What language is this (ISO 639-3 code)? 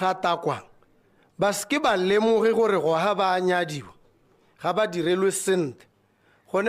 tsn